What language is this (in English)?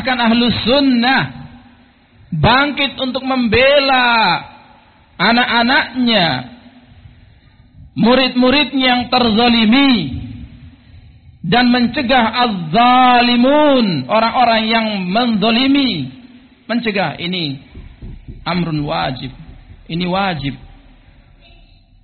Indonesian